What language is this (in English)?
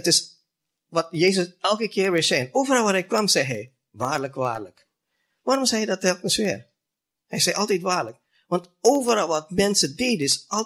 Dutch